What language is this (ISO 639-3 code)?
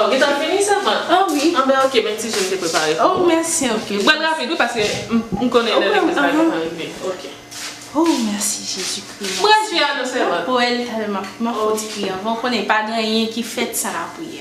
hat